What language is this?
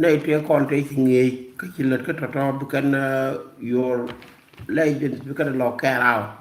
Nuer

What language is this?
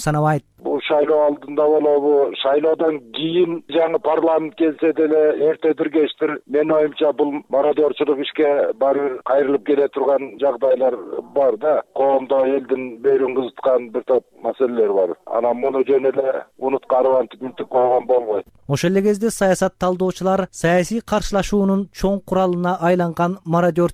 Kyrgyz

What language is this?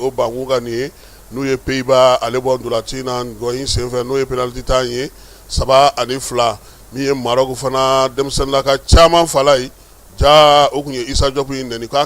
Bambara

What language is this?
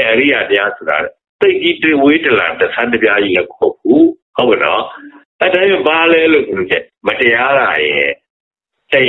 Burmese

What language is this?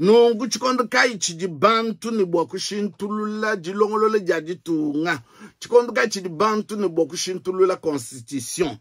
Luba-Lulua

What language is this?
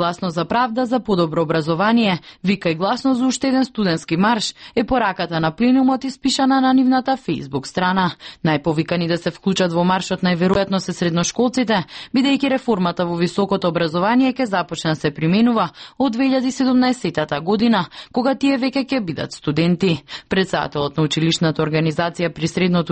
Macedonian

